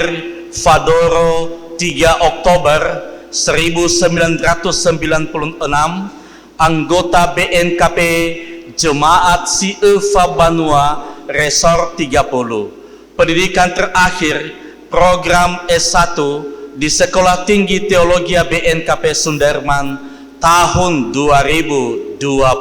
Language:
Nias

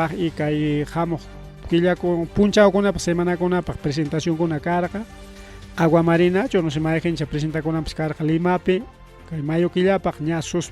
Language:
Ayacucho Quechua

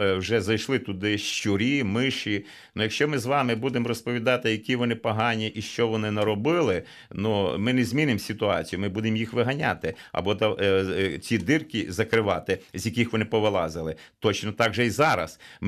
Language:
Ukrainian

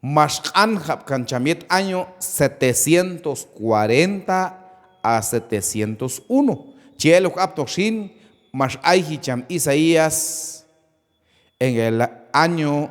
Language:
Q'anjob'al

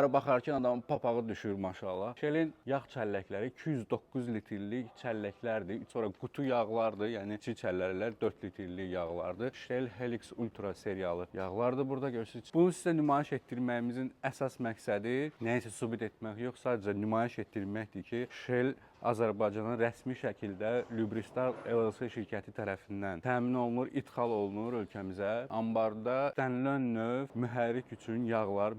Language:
Azerbaijani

